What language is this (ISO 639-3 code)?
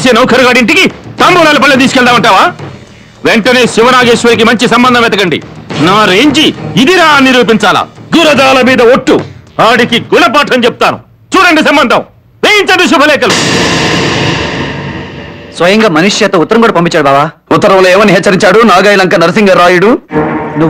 tel